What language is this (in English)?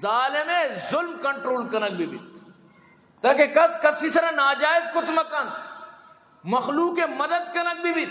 Eastern Balochi